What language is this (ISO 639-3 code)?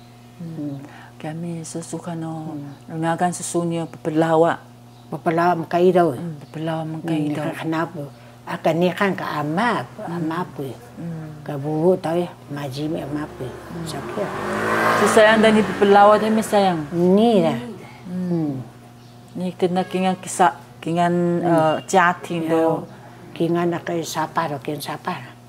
trv